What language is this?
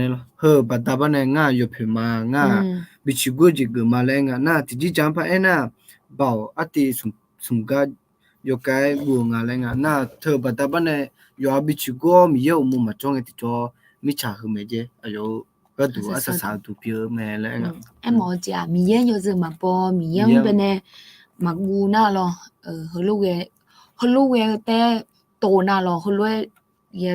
Akha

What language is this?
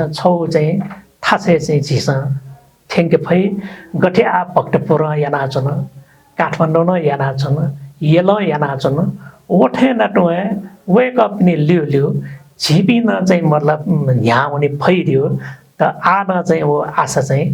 Newari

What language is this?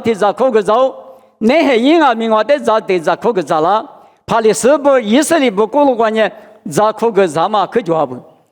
Lisu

